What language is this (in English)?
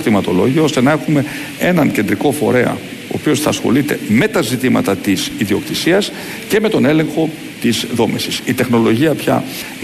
Greek